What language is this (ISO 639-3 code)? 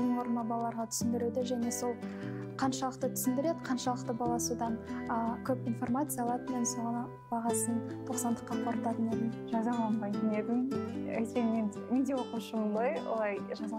kaz